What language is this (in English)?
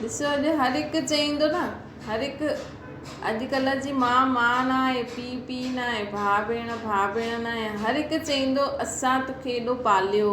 Sindhi